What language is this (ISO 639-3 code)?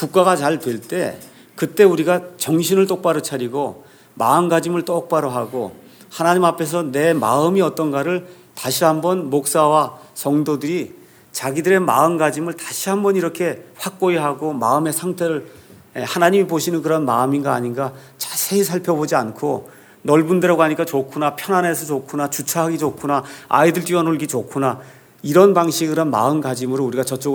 kor